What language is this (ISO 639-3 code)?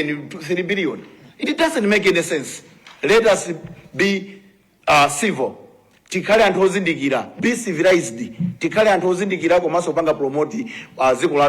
nya